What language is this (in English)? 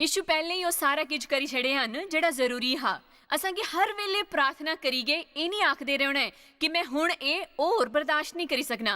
Dogri